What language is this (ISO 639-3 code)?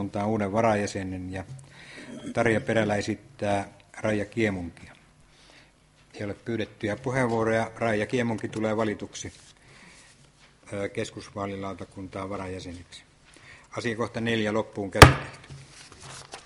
fin